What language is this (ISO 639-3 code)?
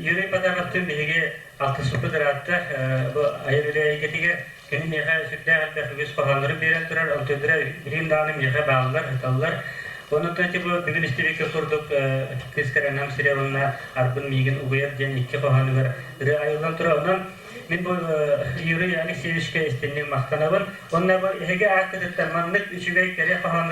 sah